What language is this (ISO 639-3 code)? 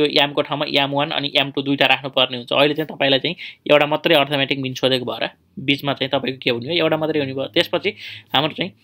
nep